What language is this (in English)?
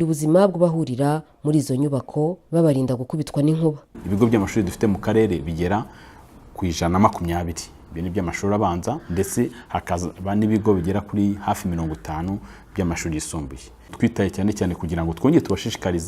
Kinyarwanda